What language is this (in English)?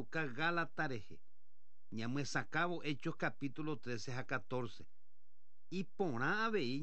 Guarani